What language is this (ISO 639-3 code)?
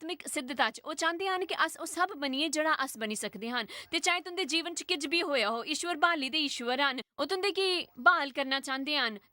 doi